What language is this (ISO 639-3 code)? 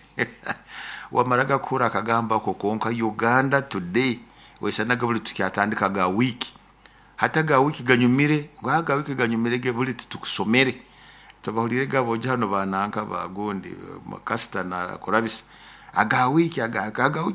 nyo